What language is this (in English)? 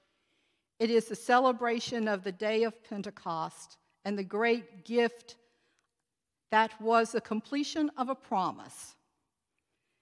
English